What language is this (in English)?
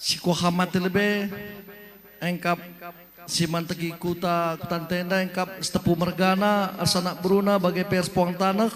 Batak Karo